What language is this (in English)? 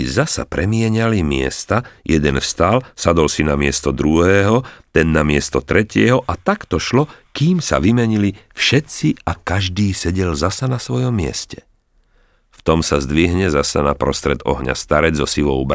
Slovak